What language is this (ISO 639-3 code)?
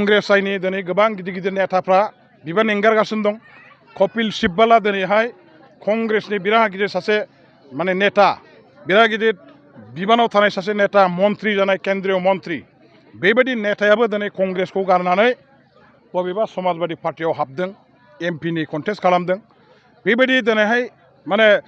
brx